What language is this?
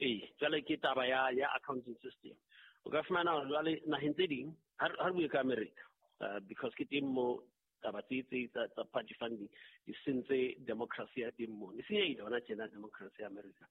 Southern Sotho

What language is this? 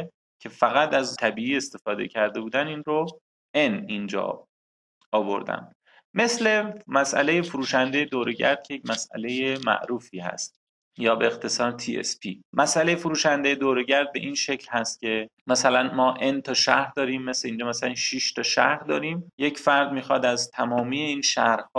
Persian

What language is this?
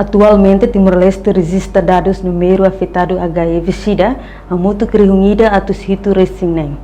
Tetum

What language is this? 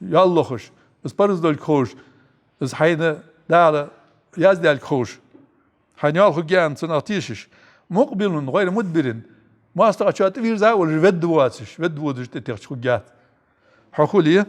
Ingush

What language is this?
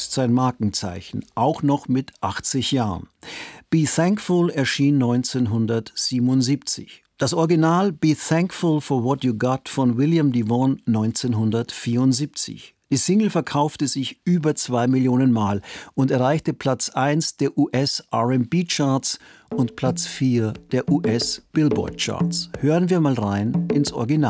German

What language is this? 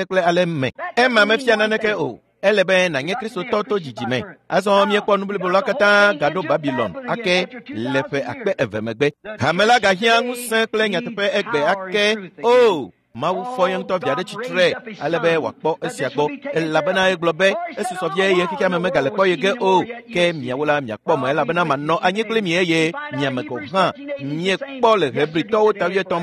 Ewe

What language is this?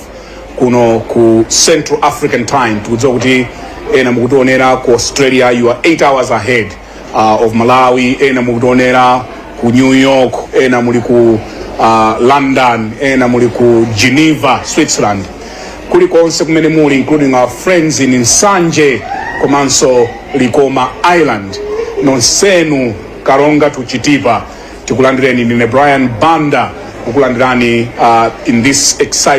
Nyanja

